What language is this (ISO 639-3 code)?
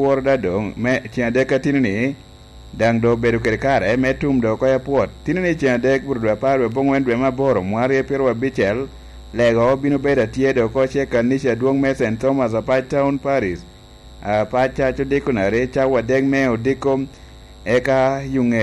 laj